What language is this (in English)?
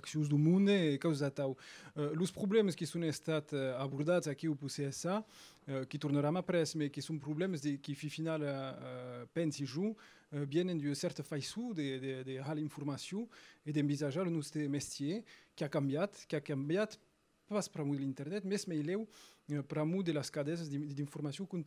Occitan